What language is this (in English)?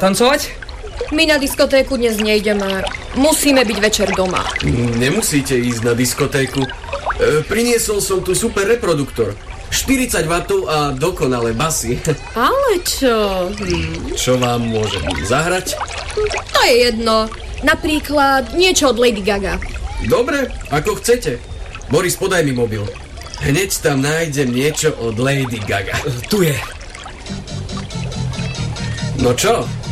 Slovak